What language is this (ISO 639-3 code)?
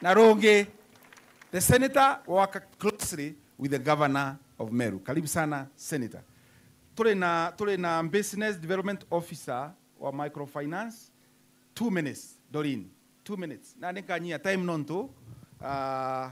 mer